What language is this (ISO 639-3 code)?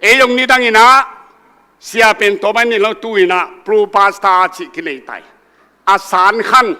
ctd